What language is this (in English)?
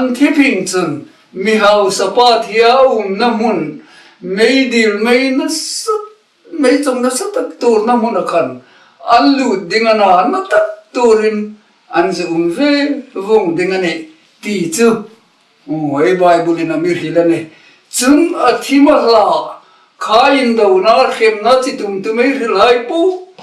Hmar